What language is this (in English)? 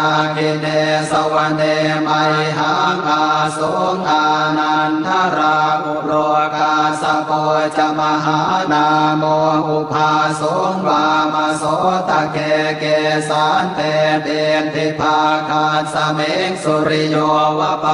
Pali